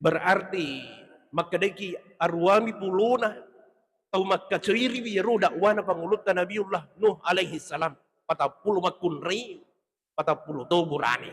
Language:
Buginese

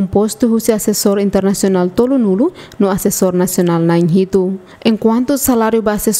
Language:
Tetum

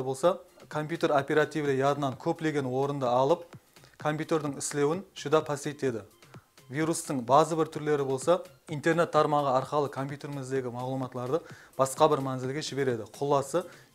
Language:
Kara-Kalpak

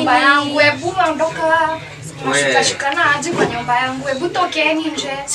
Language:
Swahili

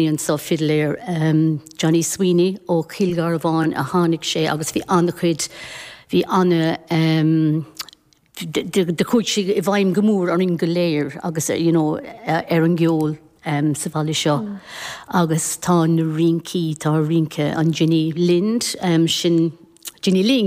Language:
Irish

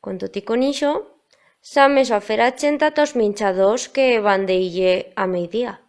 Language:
Aragonese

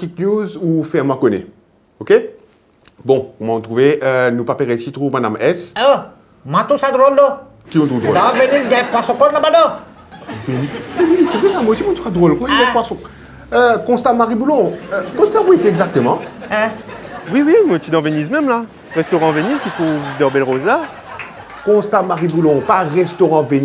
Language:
Morisyen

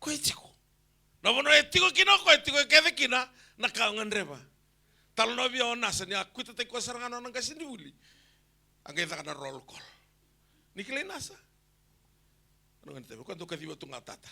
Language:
Fijian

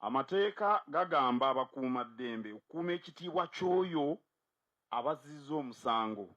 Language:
Ganda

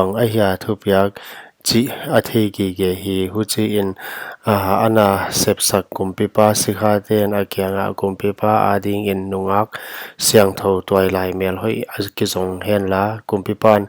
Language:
Paite Chin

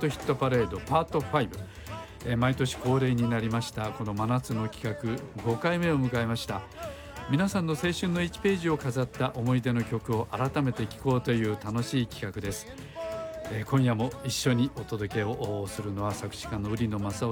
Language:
Japanese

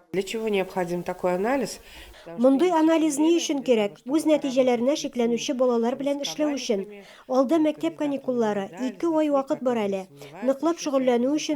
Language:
Tatar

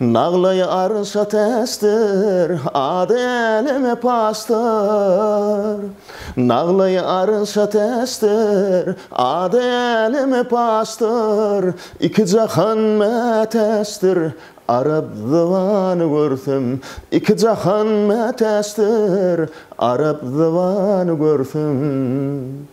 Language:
Turkmen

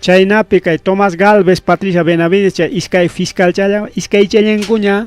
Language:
Ayacucho Quechua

